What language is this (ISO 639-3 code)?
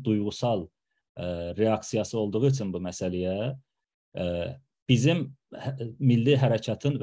azb